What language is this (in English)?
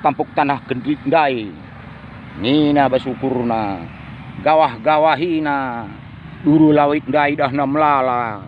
Batak Karo